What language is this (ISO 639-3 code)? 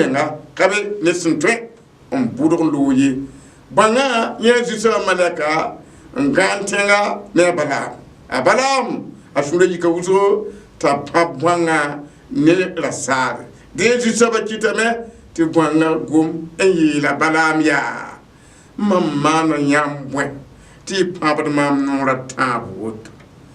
mos